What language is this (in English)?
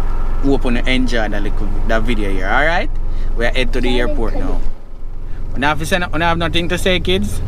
Jamaican Creole English